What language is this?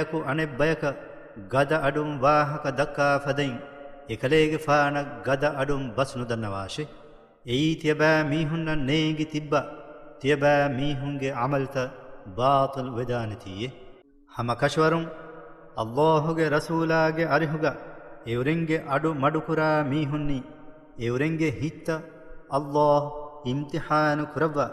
Divehi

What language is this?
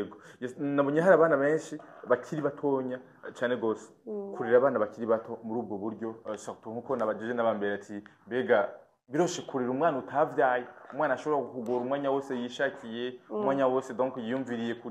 Rundi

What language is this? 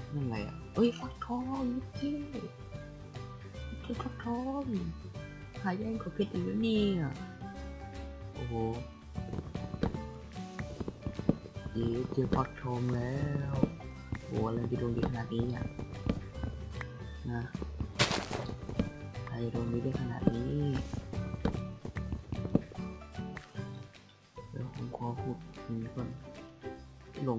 Thai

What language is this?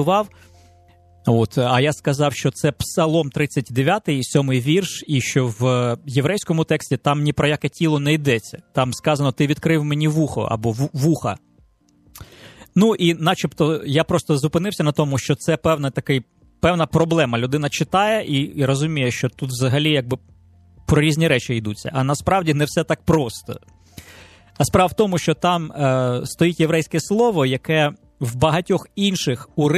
Ukrainian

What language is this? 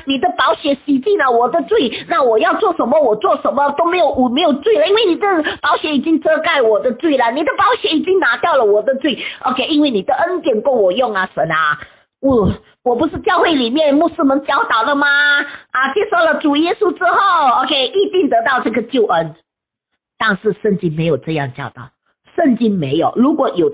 Chinese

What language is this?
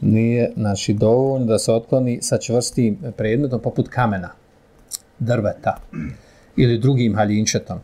Bosnian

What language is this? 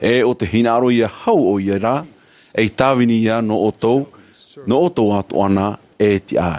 Tahitian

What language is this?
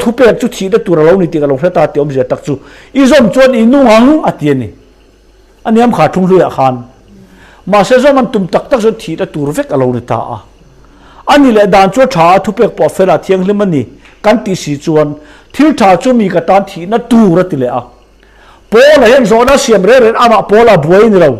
Mizo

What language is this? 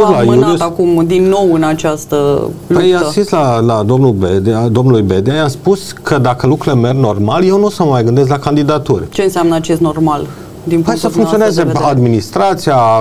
Romanian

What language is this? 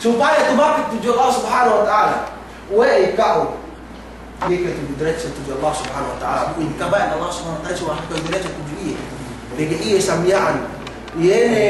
Yakan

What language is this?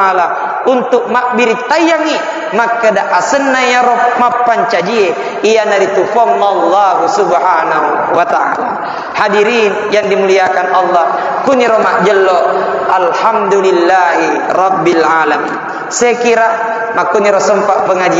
Buginese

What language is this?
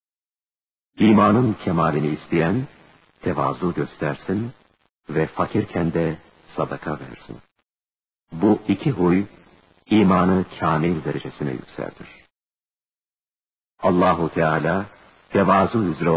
Turkish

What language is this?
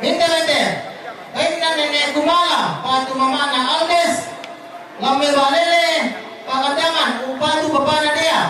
Toraja-Sa'dan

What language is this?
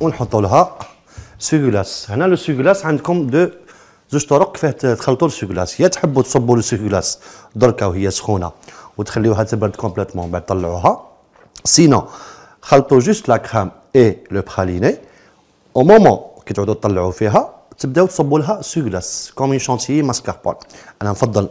Algerian Arabic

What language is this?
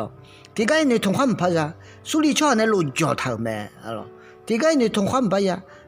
Akha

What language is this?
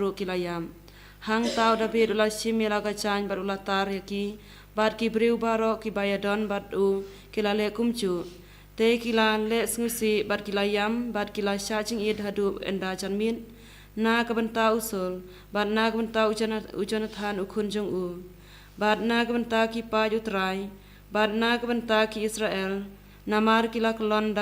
Khasi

